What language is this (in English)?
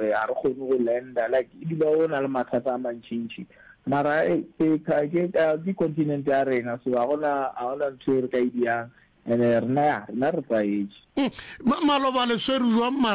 Northern Sotho